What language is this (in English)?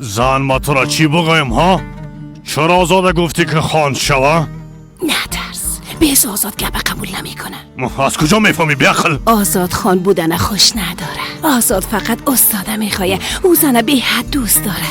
Persian